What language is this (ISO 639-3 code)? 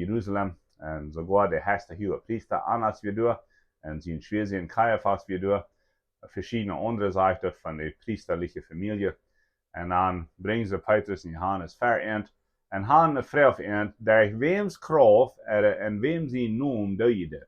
pdt